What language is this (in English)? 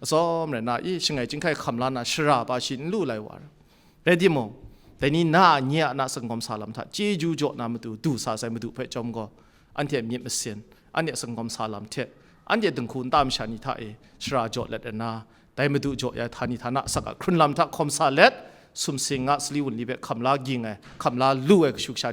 Kachin